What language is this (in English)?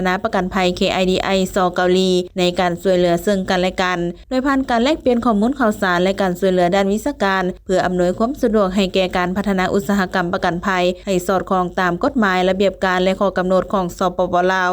Lao